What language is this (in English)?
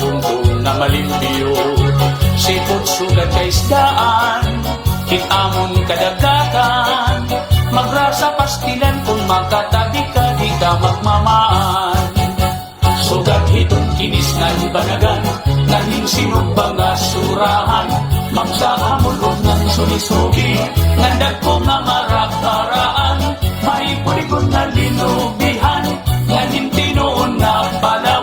Waray